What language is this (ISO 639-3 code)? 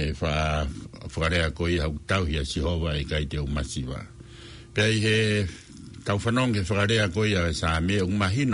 ton